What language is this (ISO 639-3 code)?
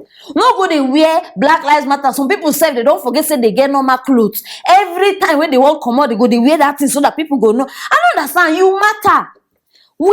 pcm